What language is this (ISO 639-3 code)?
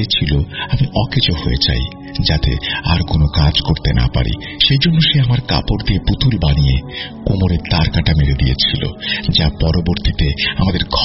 ben